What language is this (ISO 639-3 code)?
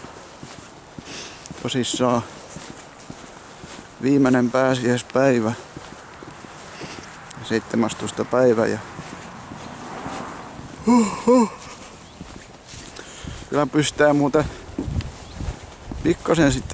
fin